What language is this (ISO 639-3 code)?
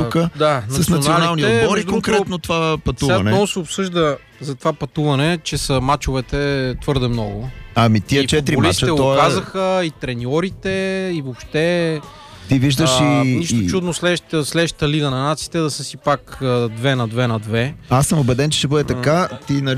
bul